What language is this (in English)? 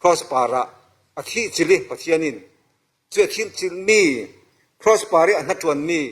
Falam Chin